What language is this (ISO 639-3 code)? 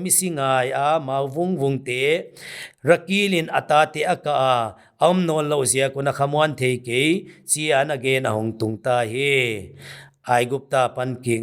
pck